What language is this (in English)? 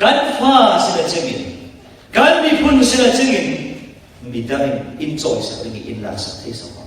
Falam Chin